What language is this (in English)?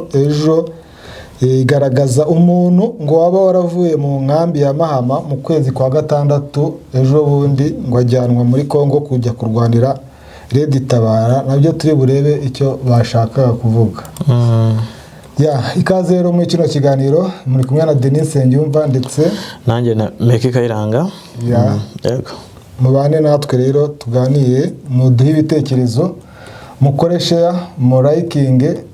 Kinyarwanda